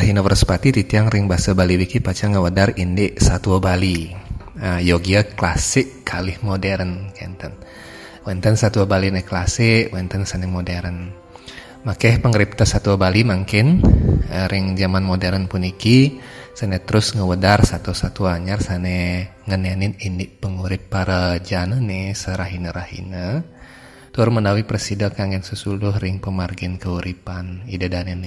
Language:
Balinese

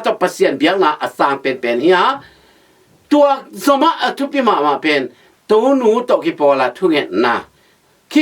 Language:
Tedim Chin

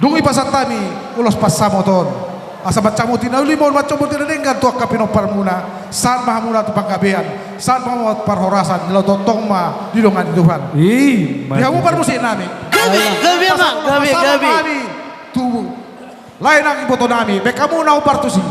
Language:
Batak Toba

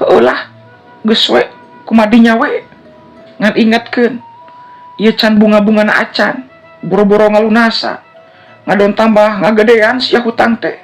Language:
Sundanese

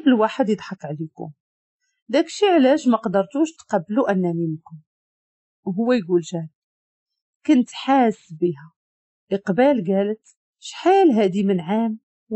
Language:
Moroccan Arabic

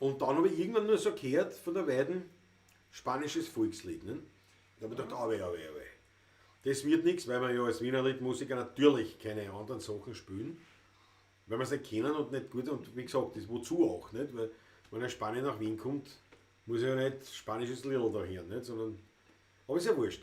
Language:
Bavarian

